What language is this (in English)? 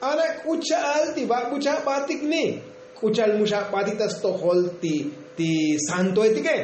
Tzotzil